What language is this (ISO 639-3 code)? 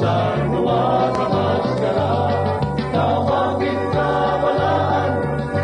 hil